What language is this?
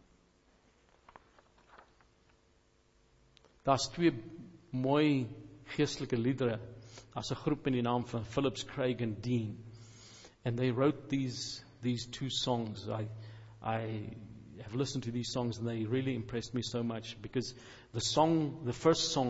Afrikaans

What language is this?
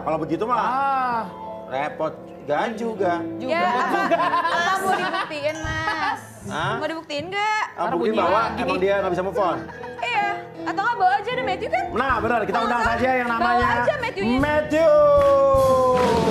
Indonesian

